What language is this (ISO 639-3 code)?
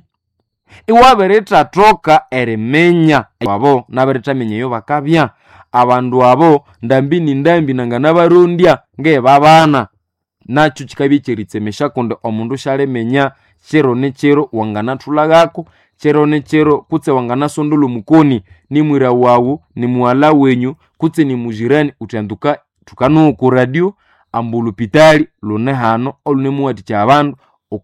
nnb